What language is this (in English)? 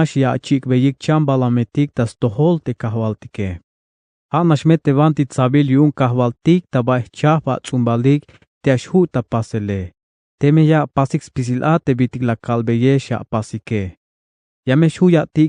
Tzeltal